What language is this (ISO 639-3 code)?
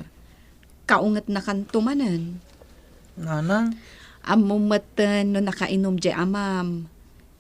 ilo